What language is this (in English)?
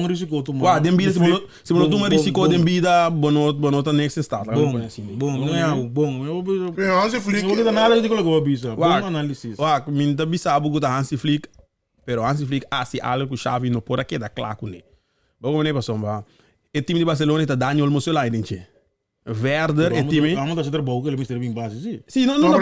Papiamento